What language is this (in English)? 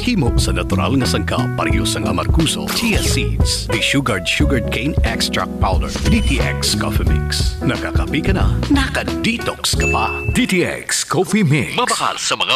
Hiligaynon